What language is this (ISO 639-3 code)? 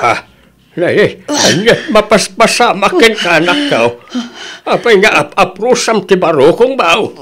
ilo